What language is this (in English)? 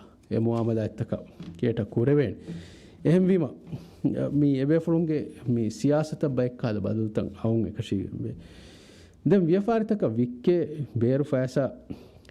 Divehi